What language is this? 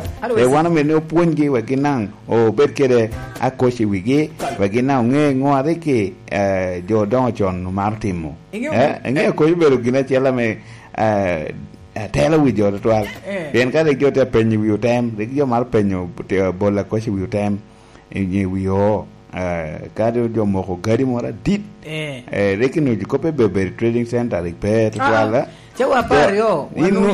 Lango (Uganda)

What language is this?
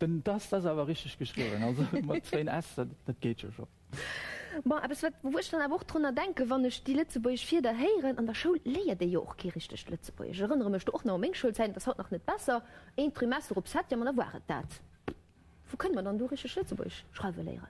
Luxembourgish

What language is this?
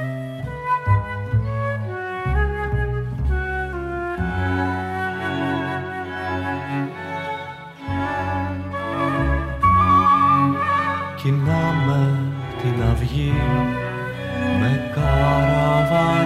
Greek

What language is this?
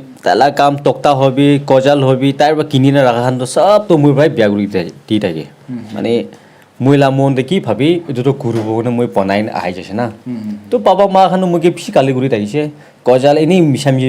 Naga Pidgin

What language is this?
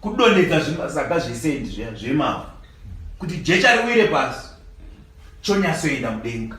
Shona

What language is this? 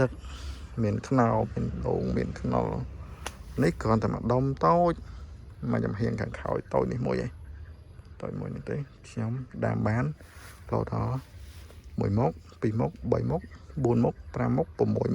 Khmer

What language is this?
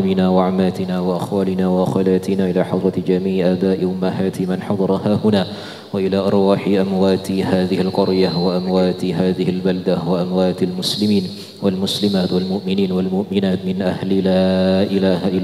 Madurese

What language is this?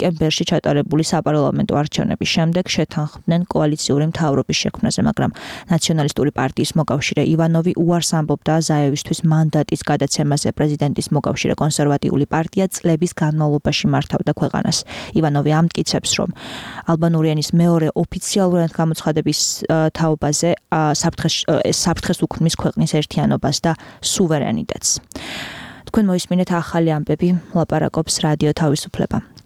Georgian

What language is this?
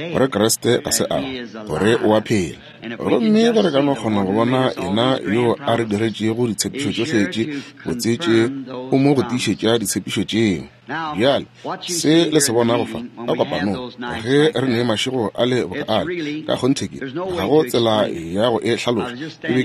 Northern Sotho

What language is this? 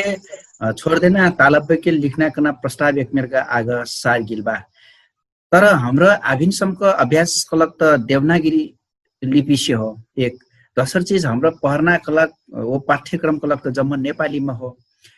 Dangaura Tharu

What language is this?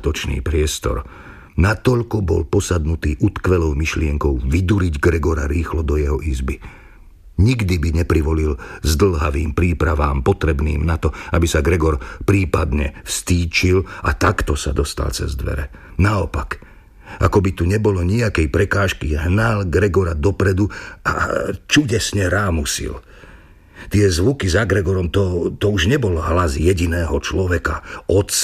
Slovak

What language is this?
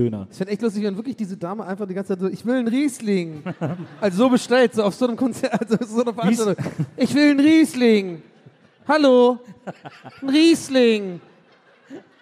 German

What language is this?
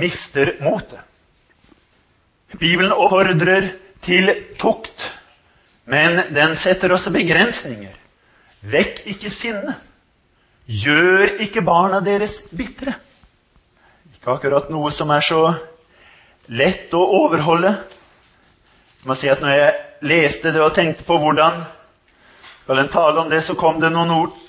Norwegian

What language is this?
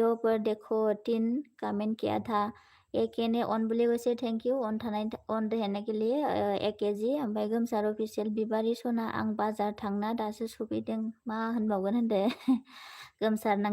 Bodo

